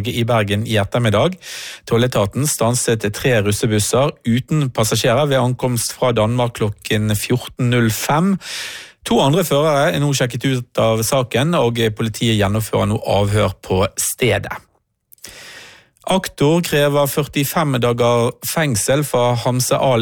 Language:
Norwegian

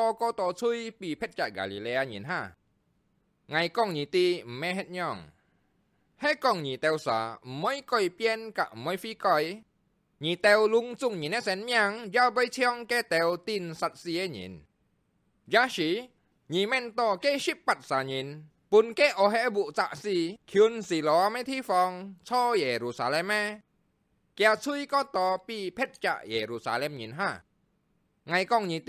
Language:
Hakka Chinese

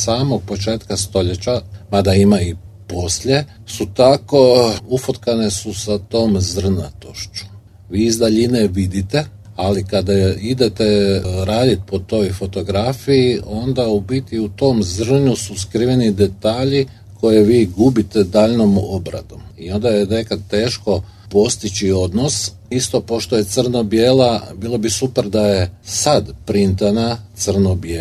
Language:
Croatian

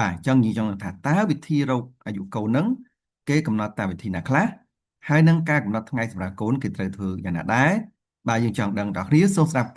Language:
Khmer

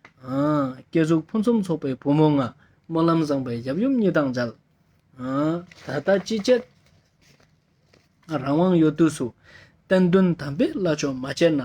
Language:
Ladakhi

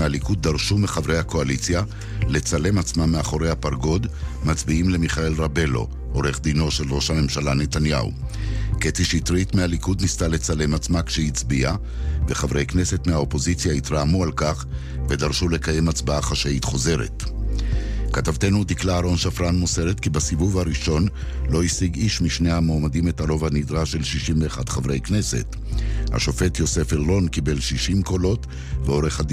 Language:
Hebrew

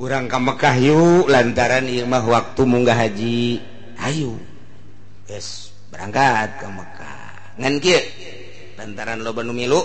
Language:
Sundanese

